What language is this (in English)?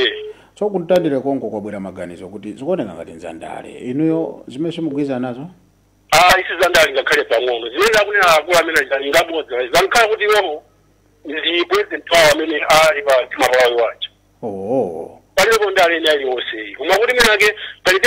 Nyanja